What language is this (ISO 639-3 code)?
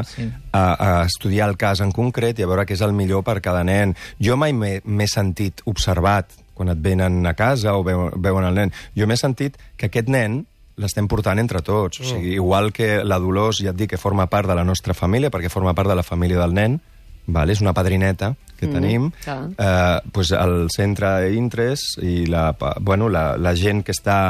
cat